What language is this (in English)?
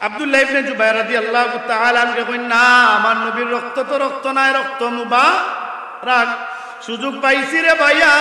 Sylheti